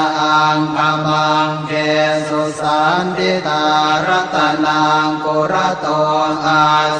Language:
Pali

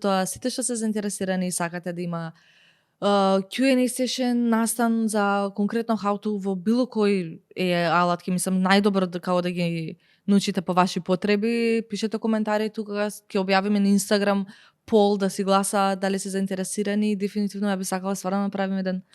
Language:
Macedonian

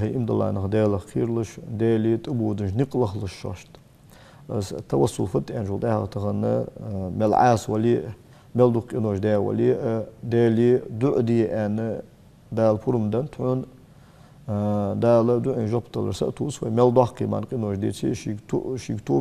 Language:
Ingush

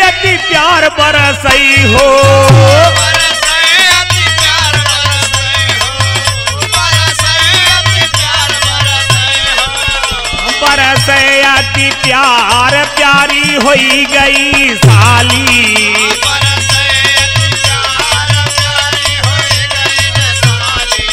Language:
Bhojpuri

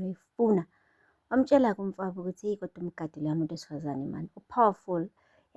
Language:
Zulu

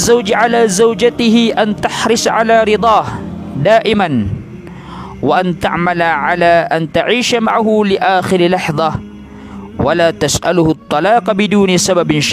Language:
Maranao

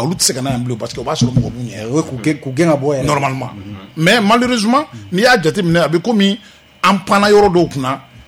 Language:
Bambara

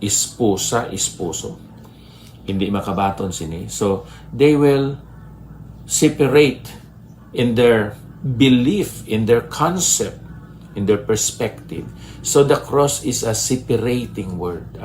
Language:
Hiligaynon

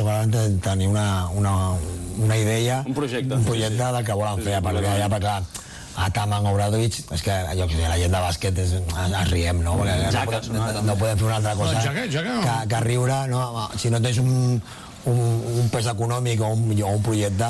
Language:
Catalan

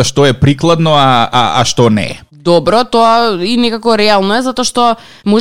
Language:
Macedonian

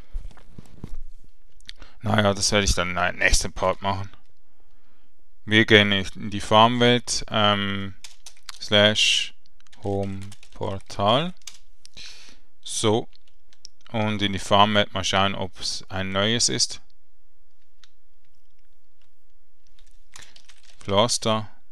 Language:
German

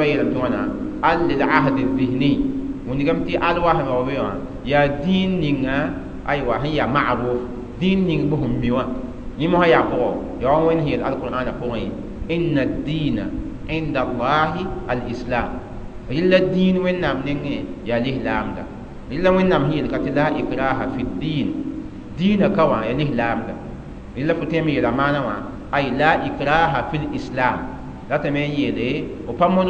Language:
Mossi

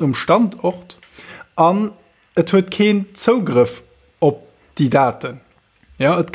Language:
Luxembourgish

